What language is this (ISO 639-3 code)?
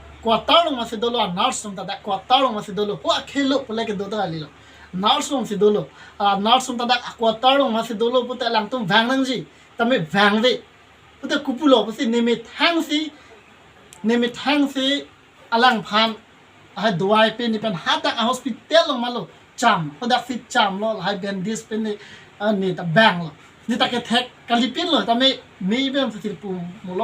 mjw